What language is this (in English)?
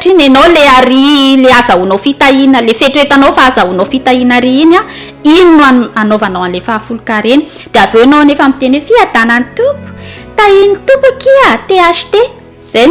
Malagasy